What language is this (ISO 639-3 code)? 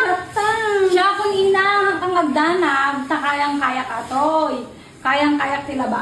ilo